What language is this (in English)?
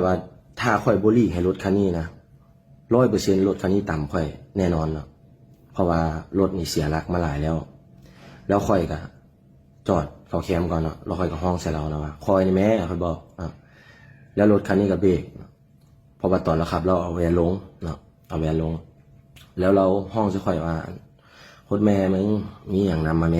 Lao